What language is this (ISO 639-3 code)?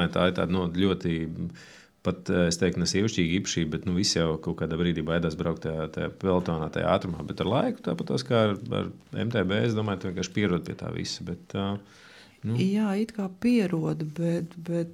lav